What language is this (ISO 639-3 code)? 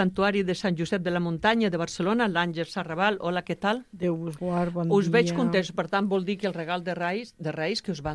cat